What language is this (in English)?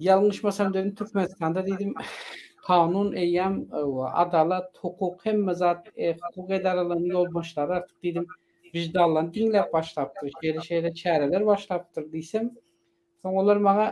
Turkmen